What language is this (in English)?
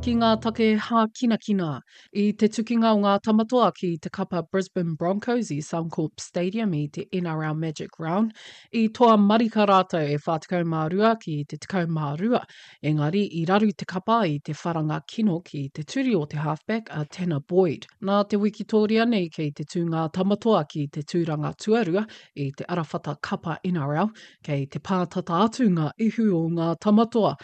Māori